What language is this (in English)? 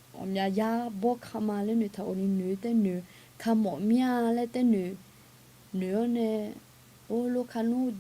Akha